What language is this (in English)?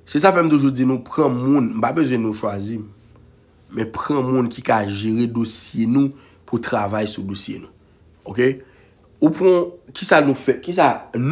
Haitian Creole